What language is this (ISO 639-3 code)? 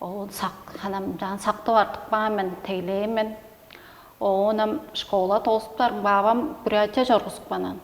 tyv